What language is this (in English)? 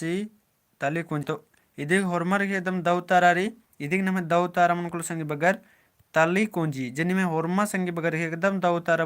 Kurukh